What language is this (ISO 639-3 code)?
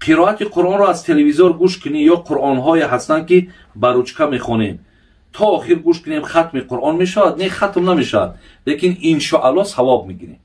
tgk